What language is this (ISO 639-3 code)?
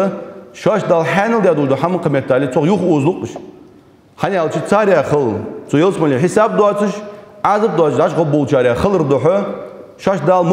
inh